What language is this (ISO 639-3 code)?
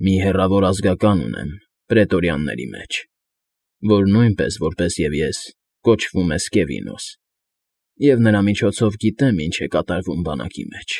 hye